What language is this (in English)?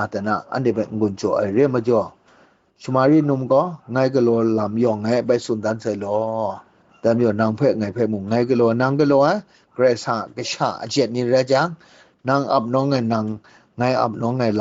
Kachin